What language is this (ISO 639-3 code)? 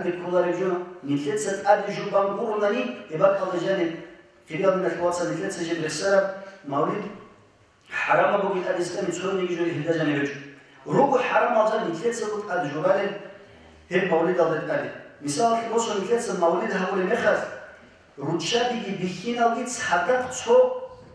ava